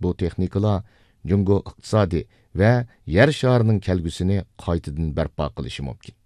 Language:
Uyghur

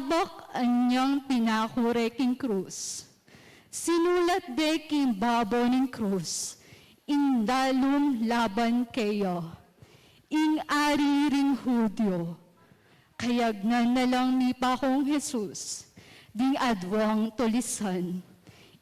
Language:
Pampanga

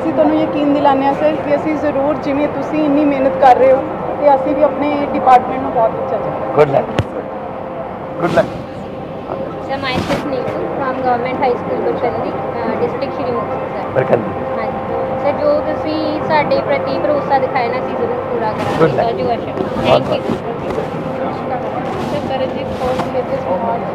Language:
Punjabi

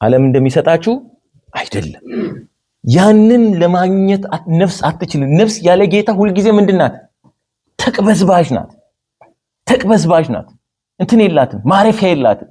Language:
Amharic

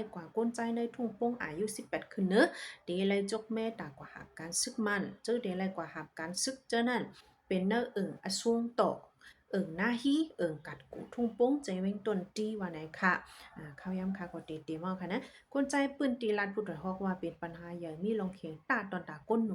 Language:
Shan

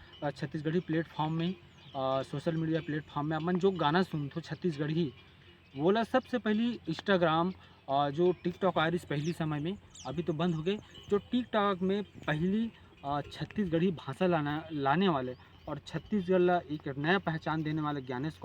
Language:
Chhattisgarhi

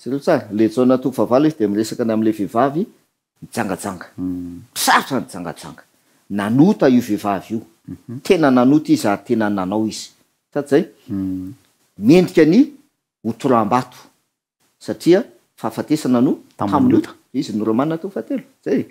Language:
Malagasy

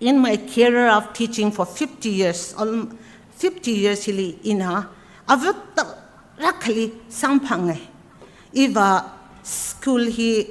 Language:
Tangkhul Naga (India)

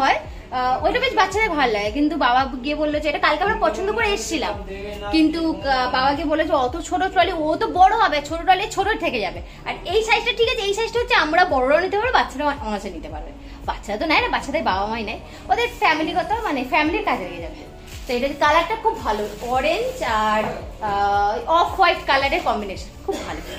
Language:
Bangla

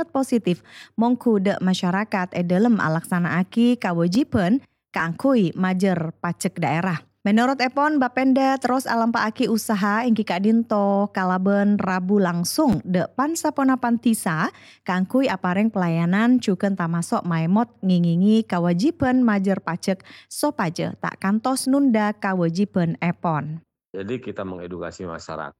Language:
Madurese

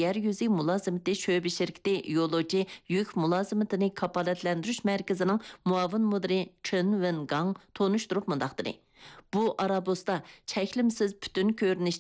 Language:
Uyghur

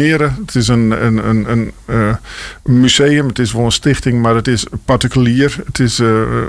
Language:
Western Frisian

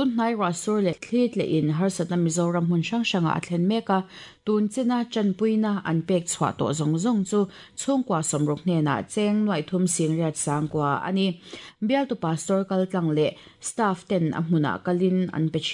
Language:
Mizo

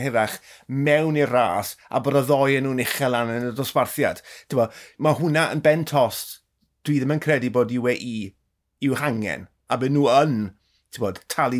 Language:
Welsh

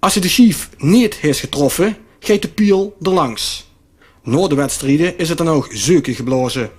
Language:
Limburgish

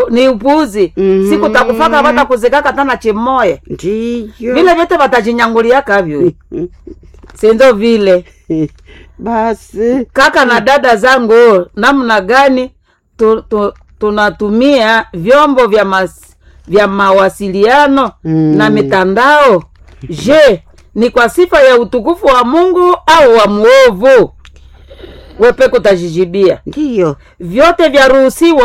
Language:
Swahili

